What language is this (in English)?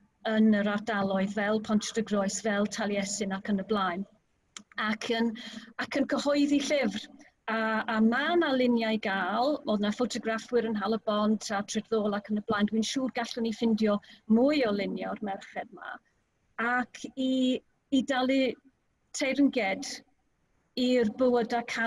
Welsh